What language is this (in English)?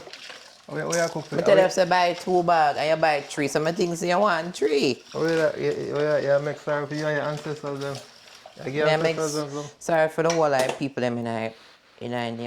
Jamaican Creole English